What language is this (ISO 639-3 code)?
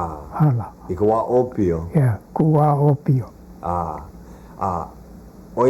haw